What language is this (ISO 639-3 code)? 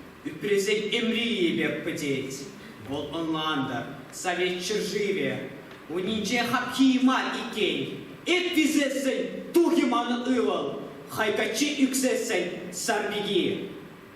chv